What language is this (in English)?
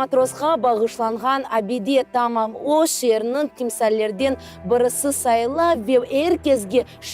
Crimean Tatar